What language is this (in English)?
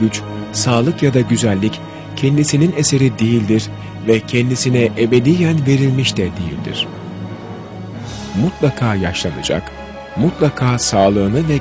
Turkish